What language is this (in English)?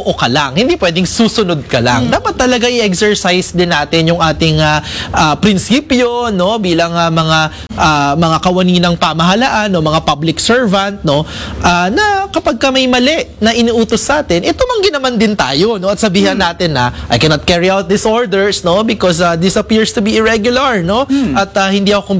Filipino